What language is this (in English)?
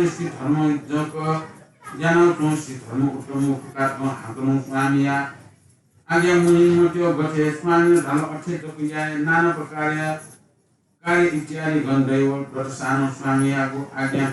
Newari